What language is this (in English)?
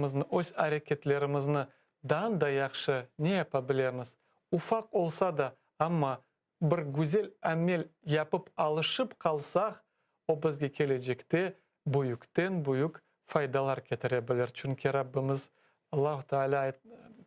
Crimean Tatar